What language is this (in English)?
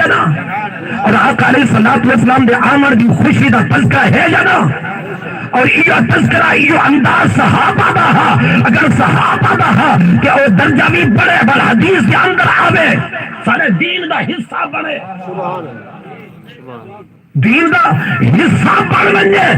Saraiki